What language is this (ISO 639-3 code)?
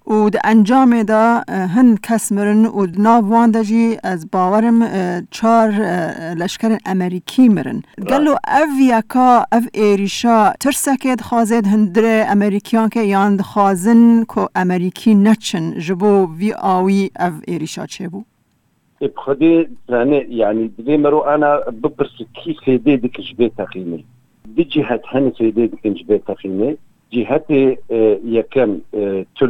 kur